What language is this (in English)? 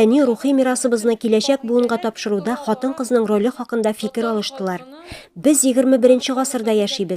Tatar